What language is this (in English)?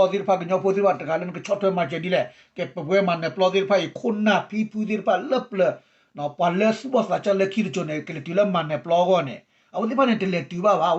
S'gaw Karen